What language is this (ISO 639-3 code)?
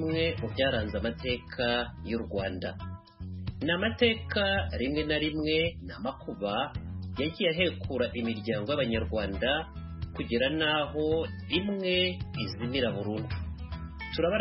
kin